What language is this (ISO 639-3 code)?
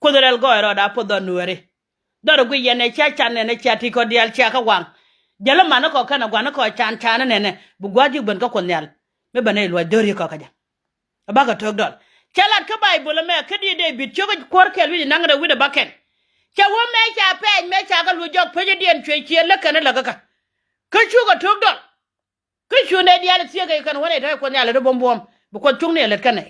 nus